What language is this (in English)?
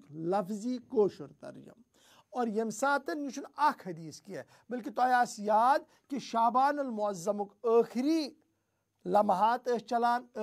Kashmiri